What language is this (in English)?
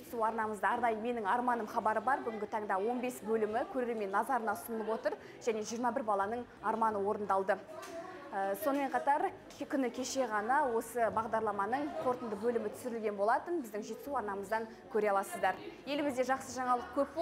Kazakh